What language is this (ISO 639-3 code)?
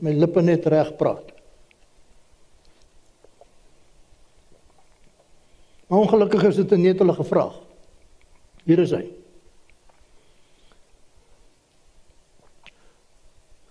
afr